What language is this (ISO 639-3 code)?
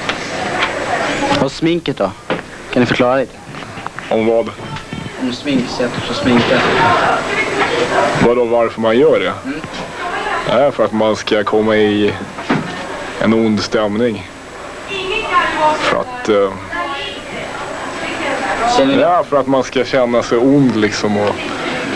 swe